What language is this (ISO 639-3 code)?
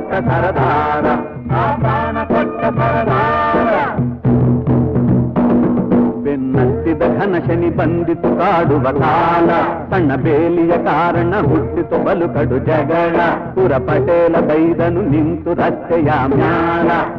kan